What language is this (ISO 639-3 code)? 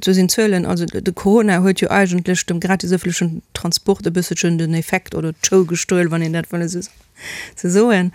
ltz